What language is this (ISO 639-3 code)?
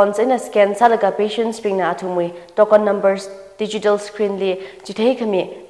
nmf